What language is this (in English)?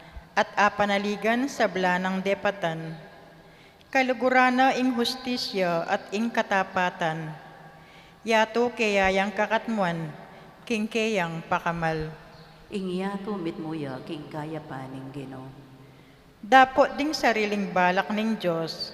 Pampanga